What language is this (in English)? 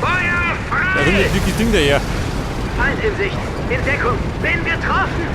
Bavarian